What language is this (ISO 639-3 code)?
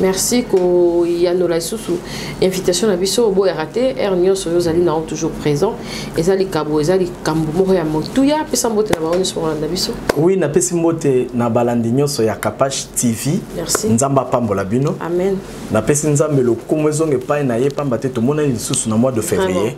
lin